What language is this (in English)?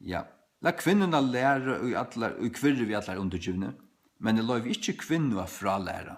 Faroese